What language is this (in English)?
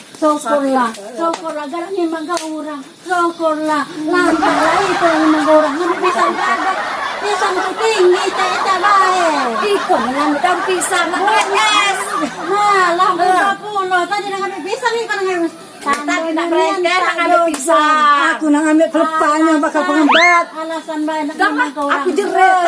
Musi